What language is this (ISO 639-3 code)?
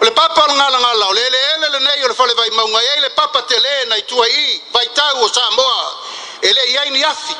smo